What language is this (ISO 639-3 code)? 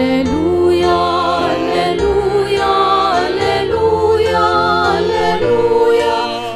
pam